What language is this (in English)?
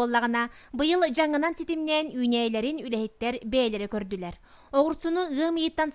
Yakut